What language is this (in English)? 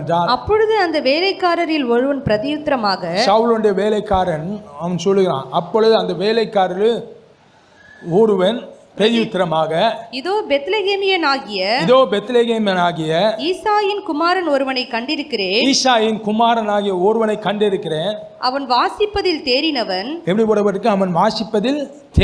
Tamil